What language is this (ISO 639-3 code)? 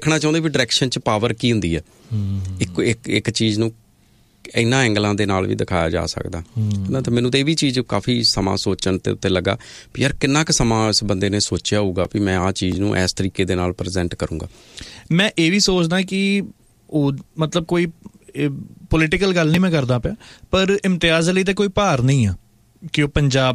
pan